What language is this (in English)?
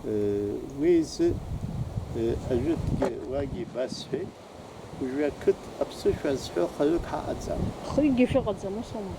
Abkhazian